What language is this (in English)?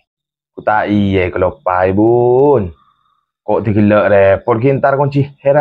Madurese